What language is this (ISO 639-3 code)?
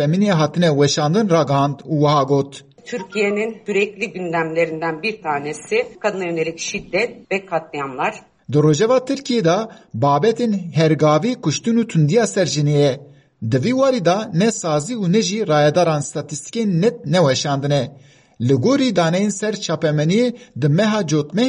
kur